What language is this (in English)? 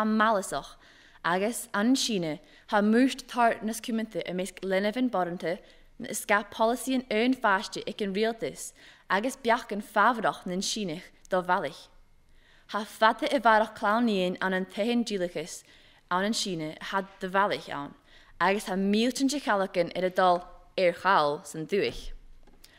Scottish Gaelic